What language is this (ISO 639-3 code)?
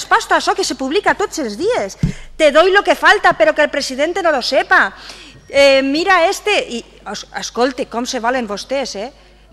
cat